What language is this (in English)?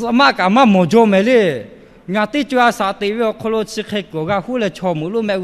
Lahu